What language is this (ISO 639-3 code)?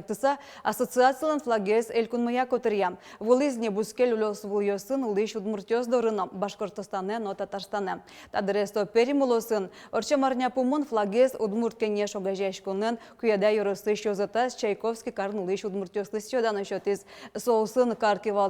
udm